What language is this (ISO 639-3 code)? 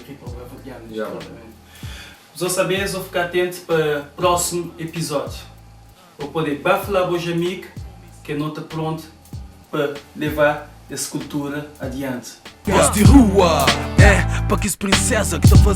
kea